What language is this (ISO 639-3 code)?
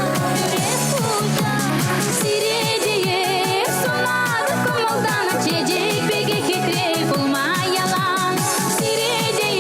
chv